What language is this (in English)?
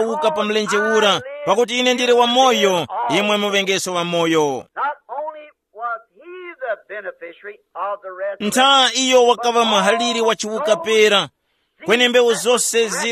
Tumbuka